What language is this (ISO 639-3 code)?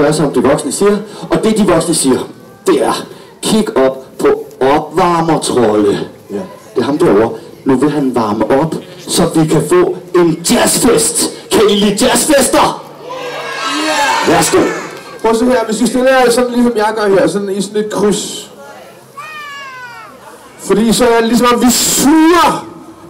dan